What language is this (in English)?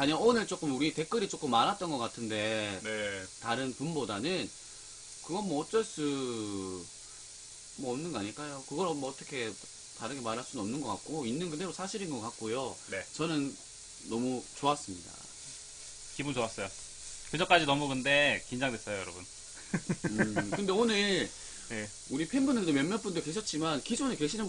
Korean